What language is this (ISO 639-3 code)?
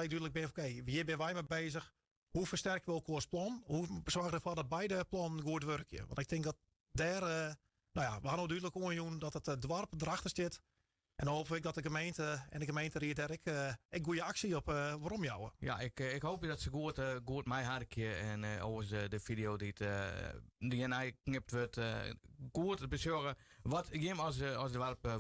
fry